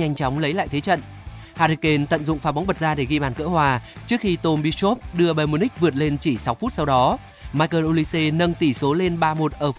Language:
Vietnamese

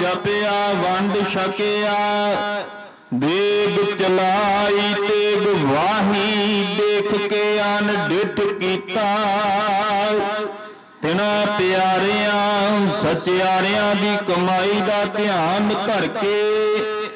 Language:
Punjabi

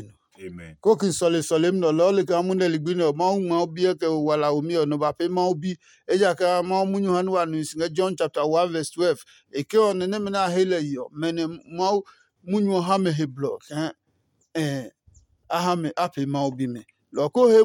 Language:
Adangme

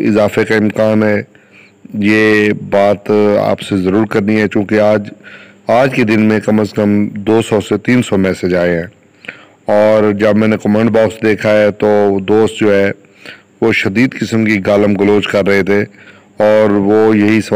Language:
Urdu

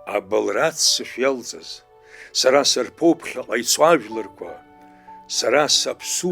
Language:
Abkhazian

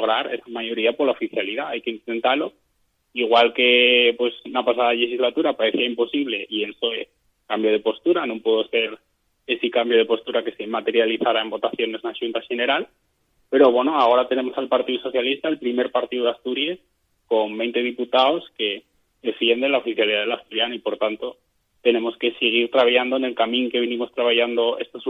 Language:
Asturian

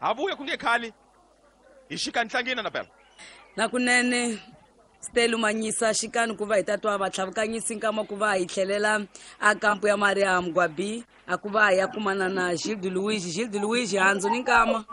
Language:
Tsonga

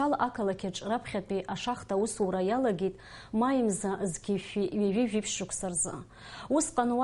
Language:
Abkhazian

